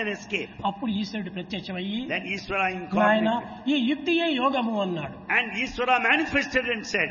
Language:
Telugu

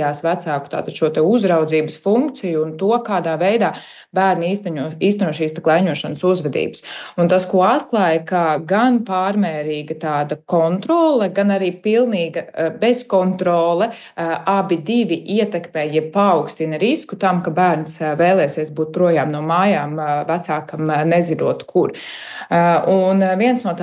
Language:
Latvian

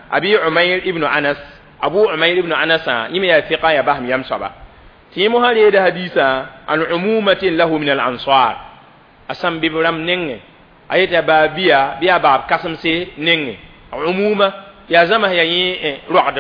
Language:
Mossi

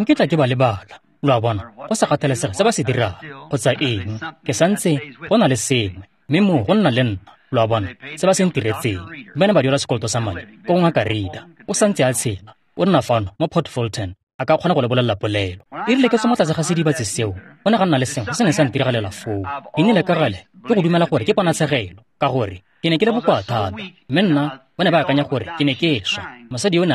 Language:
Tswana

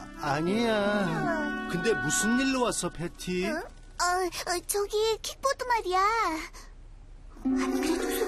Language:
Korean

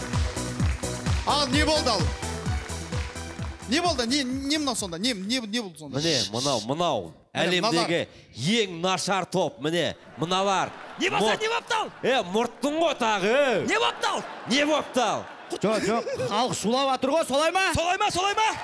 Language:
Kazakh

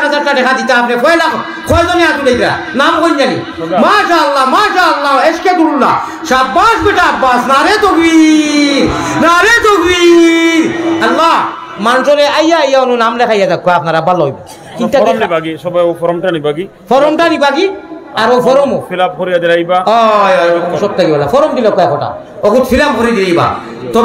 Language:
Sylheti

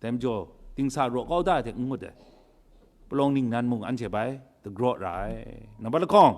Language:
Kachin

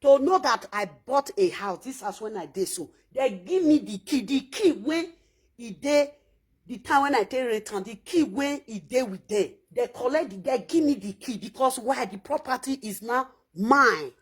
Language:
Nigerian Pidgin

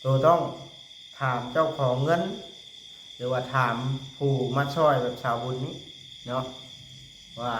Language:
Lao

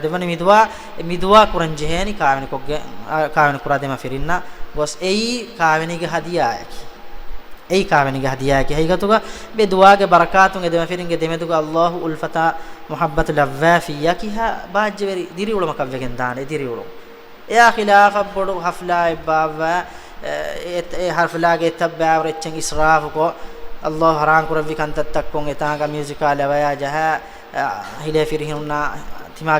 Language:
Divehi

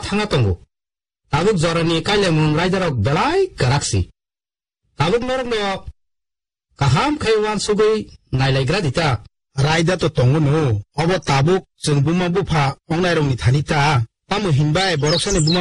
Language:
Kok Borok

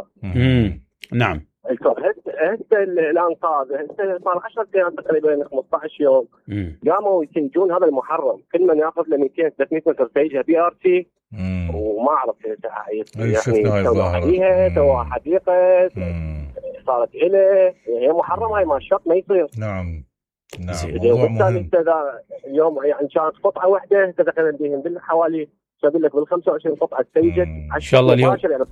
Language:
Mesopotamian Arabic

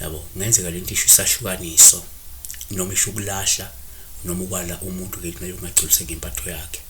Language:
Zulu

